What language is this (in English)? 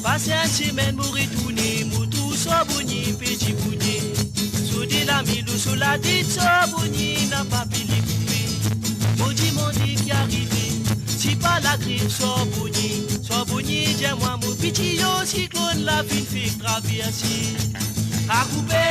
Morisyen